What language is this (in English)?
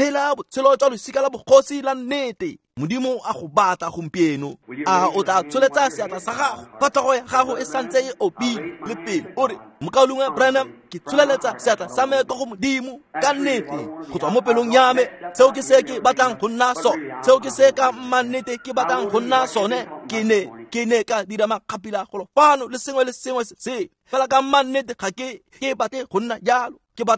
Tswana